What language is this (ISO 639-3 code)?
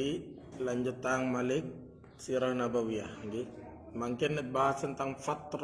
sas